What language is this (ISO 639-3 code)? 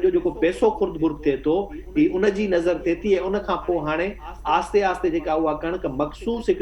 snd